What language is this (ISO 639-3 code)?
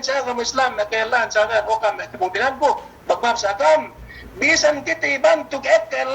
yka